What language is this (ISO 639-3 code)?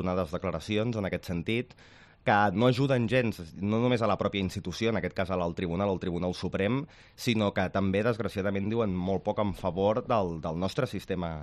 cat